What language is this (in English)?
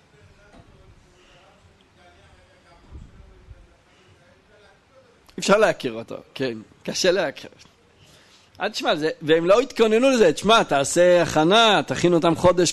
Hebrew